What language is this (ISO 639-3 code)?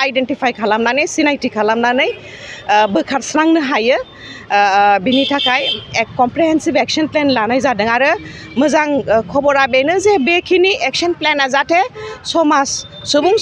brx